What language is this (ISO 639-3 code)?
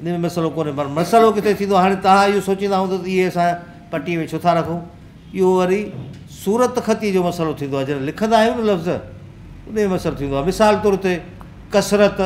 snd